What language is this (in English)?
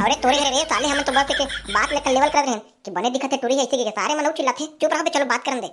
Chhattisgarhi